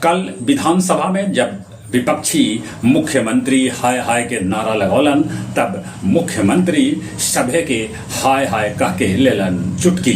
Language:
Magahi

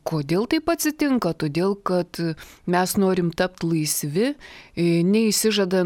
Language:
Lithuanian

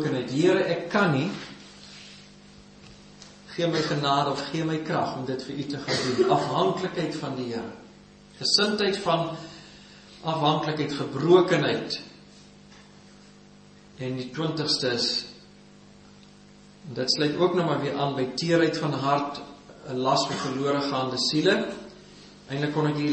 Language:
Afrikaans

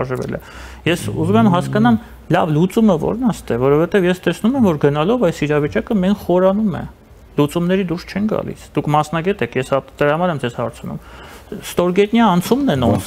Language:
Armenian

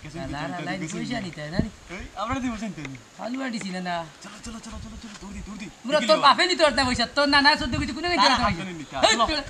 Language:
Sylheti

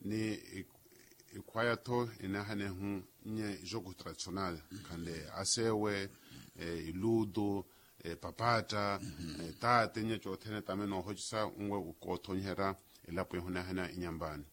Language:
Makhuwa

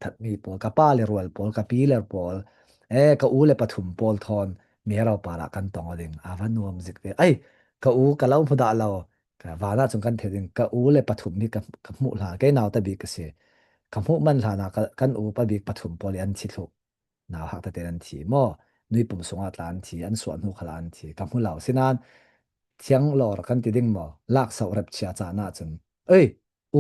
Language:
Falam Chin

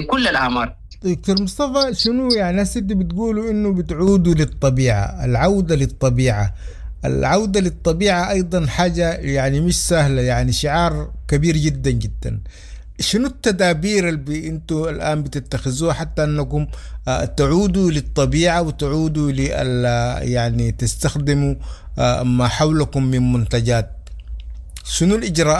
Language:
Sudanese Arabic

